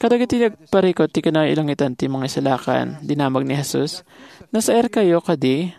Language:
Iloko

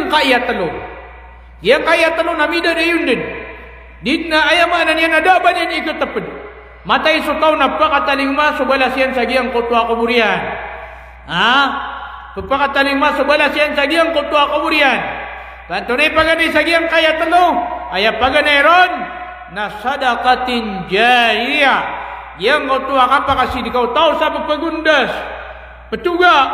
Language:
Maranao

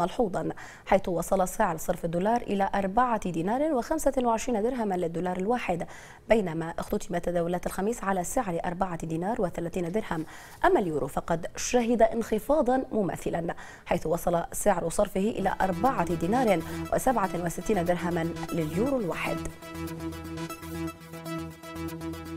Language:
Arabic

